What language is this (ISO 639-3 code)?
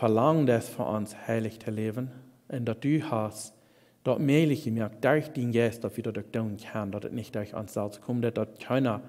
pdt